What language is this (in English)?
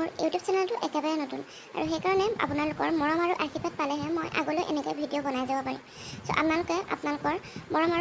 Assamese